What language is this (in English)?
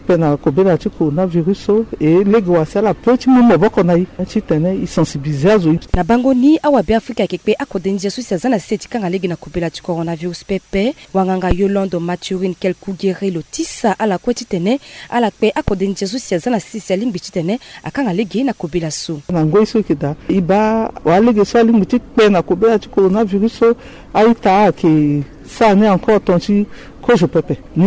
Sango